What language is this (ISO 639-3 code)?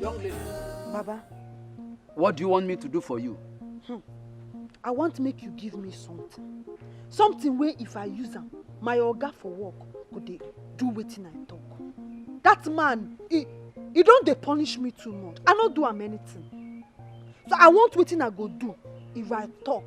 pcm